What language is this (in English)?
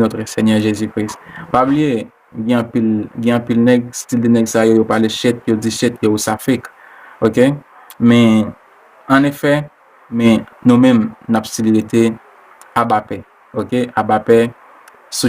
Haitian Creole